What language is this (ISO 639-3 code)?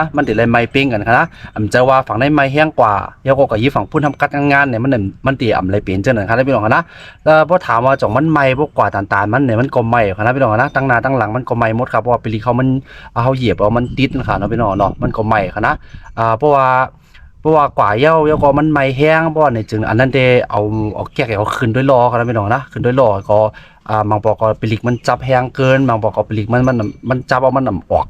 shn